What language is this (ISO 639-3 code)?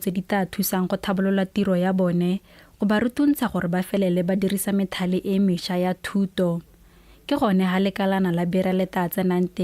tsn